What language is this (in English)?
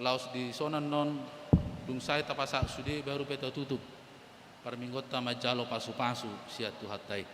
Batak Toba